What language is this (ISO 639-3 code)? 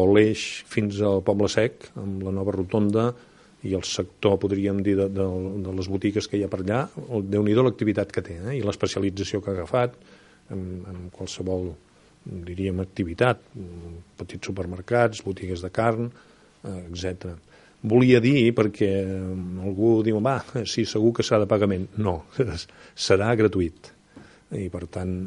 cat